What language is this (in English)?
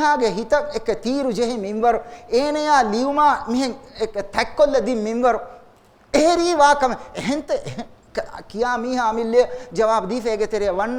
Divehi